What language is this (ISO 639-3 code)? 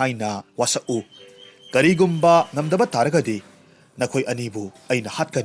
mni